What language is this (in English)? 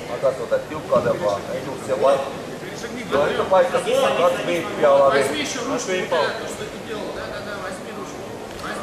Finnish